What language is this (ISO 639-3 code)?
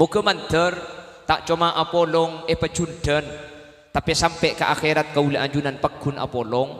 mad